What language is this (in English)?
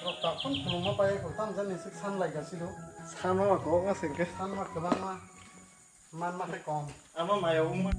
Kok Borok